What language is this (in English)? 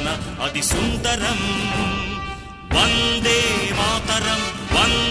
Telugu